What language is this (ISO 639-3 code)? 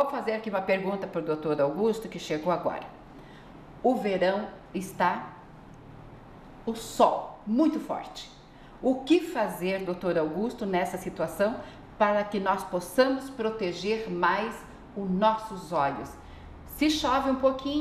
por